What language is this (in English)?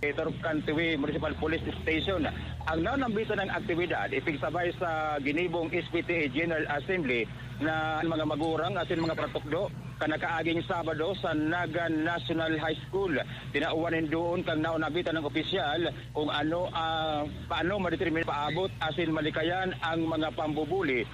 Bikol